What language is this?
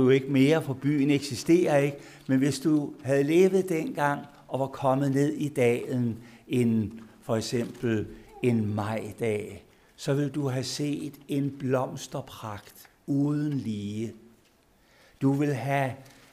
Danish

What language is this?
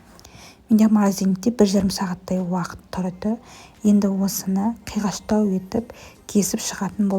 Kazakh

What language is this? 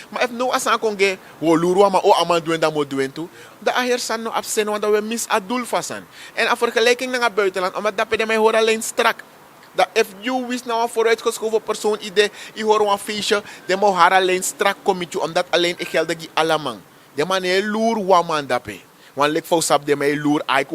Sranan Tongo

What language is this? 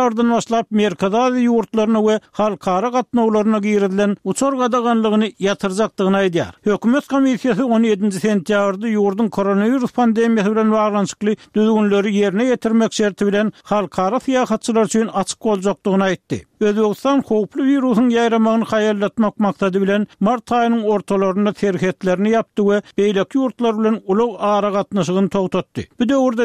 Turkmen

